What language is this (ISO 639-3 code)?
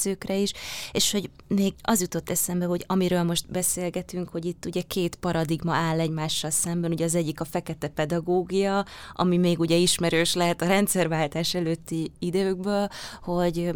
hun